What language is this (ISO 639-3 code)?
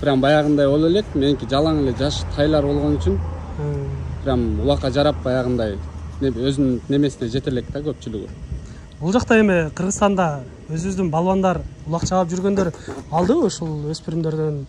kir